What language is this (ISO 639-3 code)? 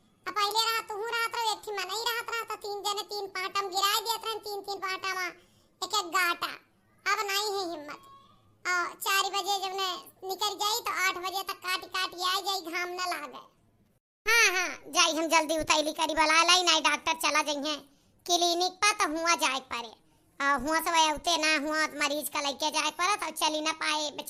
awa